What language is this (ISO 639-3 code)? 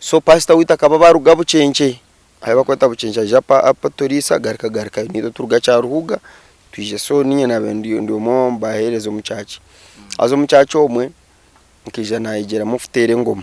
nyn